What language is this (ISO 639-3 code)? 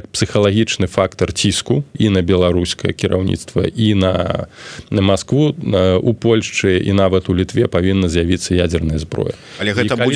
bel